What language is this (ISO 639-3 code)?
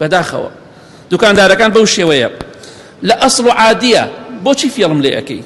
ckb